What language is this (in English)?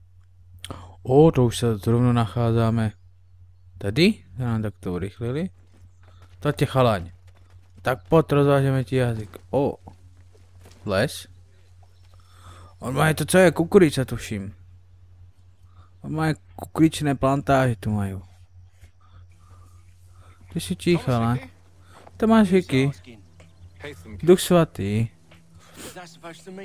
Czech